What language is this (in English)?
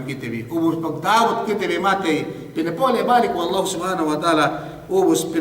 Yakan